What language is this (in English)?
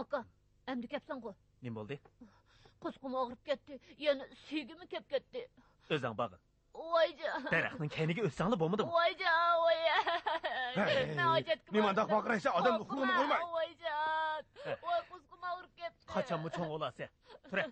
Uyghur